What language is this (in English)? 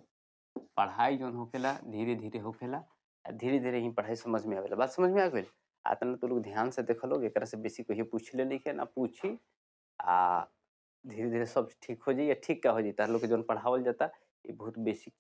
Bhojpuri